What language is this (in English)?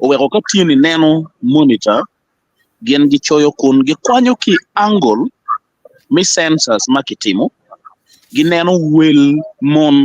Acoli